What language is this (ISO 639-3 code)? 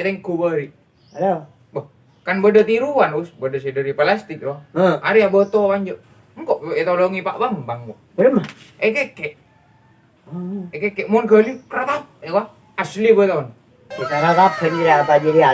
mad